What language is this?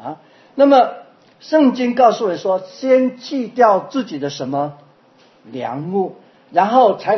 Chinese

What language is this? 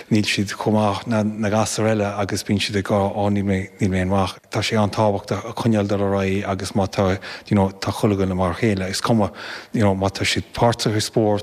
Irish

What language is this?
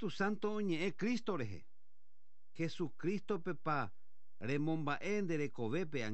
Guarani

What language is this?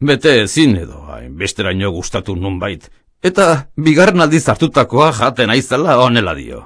Basque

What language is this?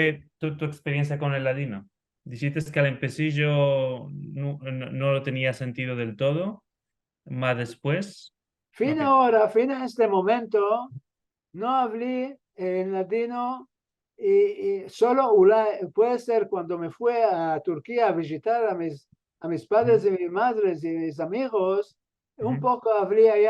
Ladino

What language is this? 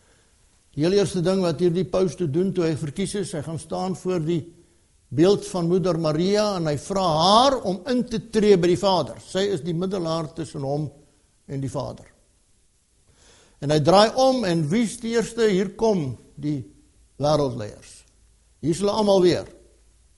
Afrikaans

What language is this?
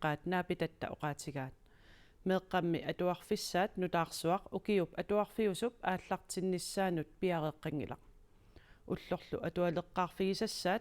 Kalaallisut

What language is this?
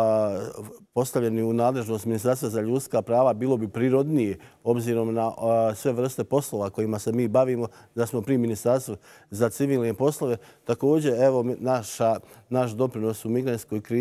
Bosnian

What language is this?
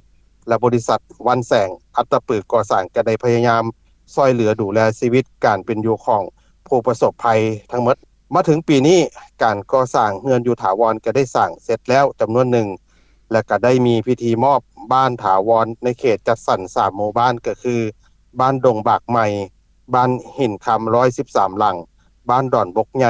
Lao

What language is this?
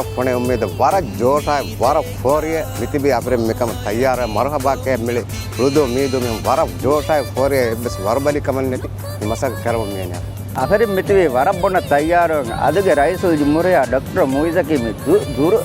Divehi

